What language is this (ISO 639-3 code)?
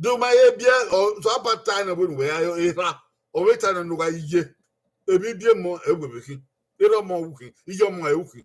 bin